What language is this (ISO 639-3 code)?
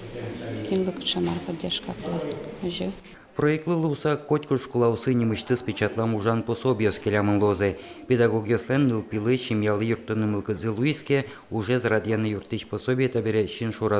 udm